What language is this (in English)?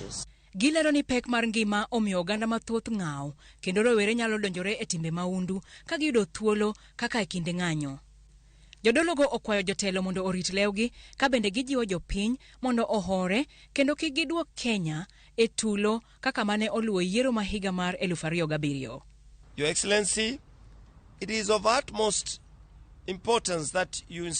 Luo (Kenya and Tanzania)